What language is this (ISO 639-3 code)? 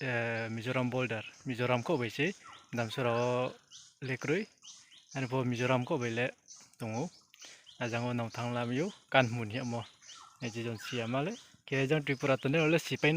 ria